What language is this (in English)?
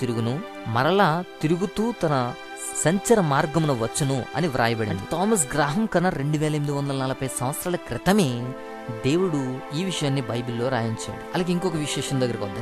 Telugu